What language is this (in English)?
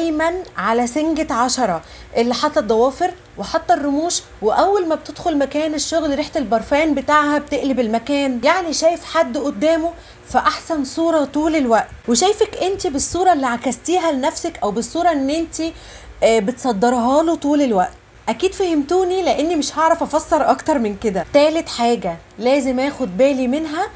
Egyptian Arabic